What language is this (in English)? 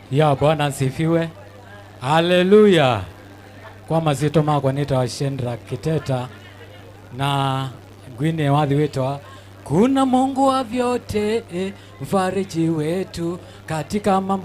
Kamba